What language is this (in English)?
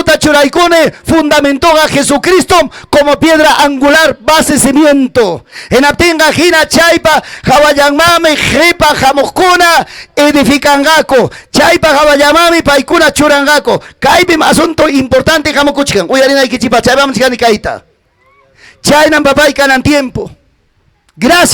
Ayacucho Quechua